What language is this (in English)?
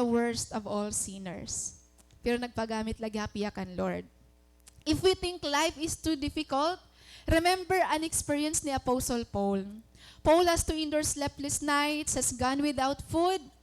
Waray